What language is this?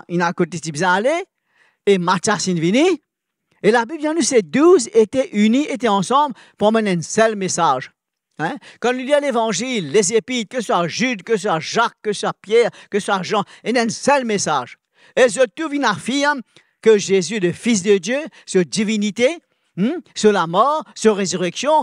Morisyen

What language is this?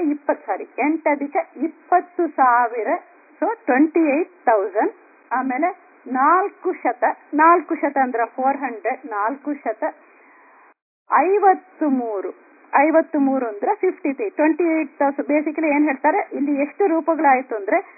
Kannada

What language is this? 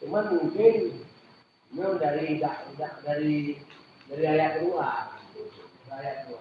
Achinese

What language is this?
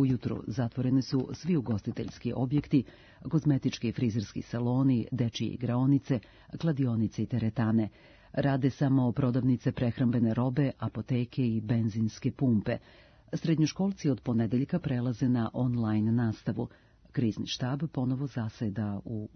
Serbian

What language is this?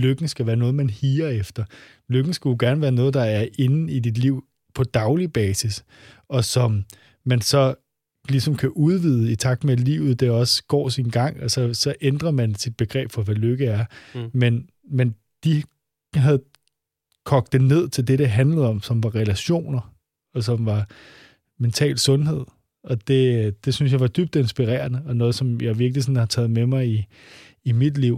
Danish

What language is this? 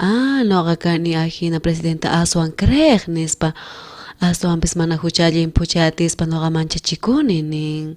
South Bolivian Quechua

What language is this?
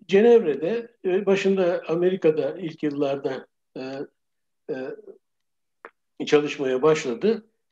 Turkish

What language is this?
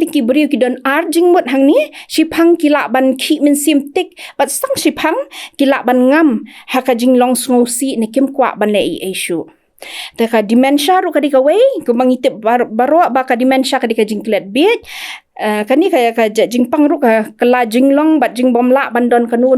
Khasi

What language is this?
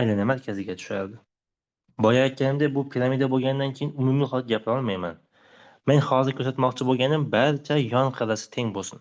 Uzbek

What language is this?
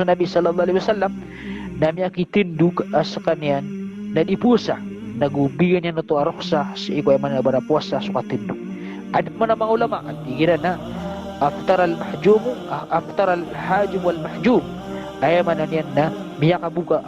Maranao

